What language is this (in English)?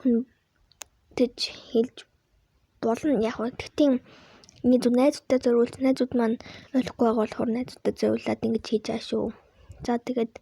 Mongolian